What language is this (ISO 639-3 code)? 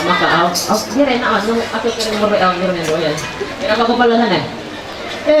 mhy